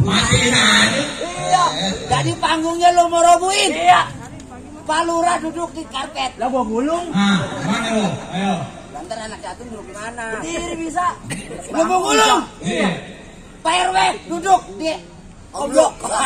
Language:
Betawi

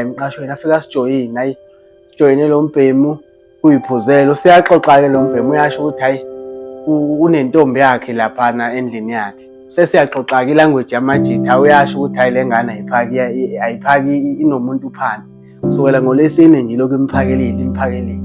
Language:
Zulu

